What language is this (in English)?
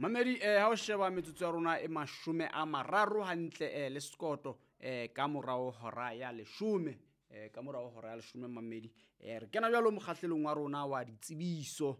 Southern Sotho